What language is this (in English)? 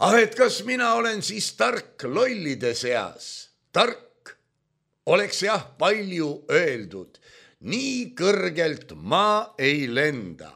Estonian